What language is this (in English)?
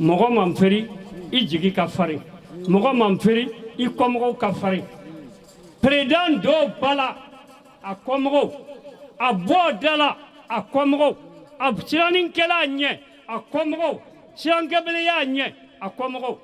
Bambara